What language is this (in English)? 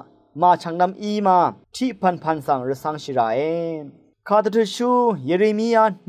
Rawang